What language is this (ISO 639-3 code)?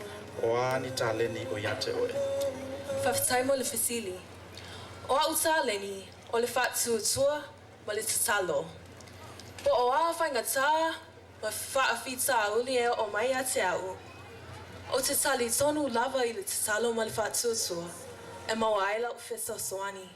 smo